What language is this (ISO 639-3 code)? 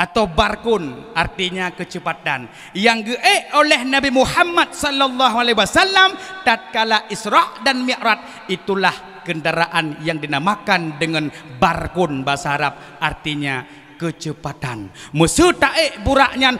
ace